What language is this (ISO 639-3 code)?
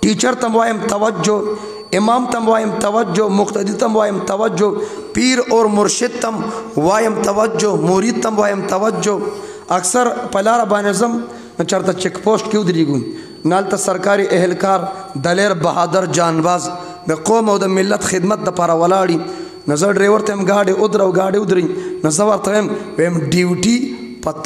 pus